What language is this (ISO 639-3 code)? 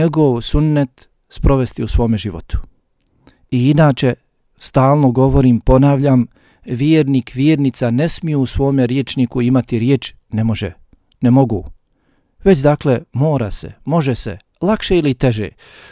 bos